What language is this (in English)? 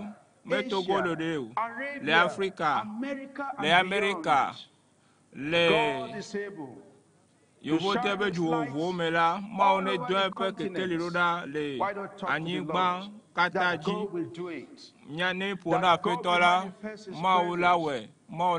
Ewe